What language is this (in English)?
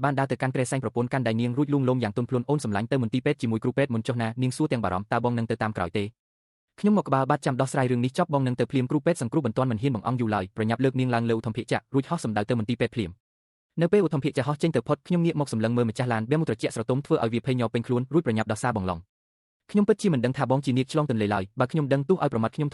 Khmer